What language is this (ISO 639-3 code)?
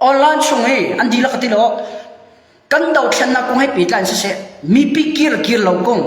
cnh